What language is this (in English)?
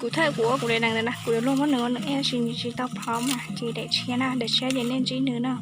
Hmong